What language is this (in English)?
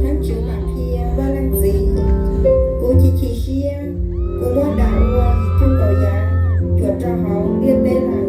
Hmong